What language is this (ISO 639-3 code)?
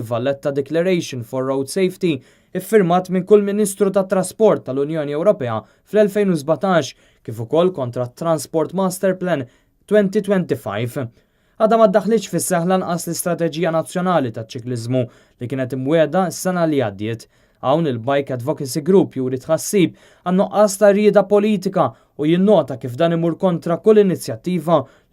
mlt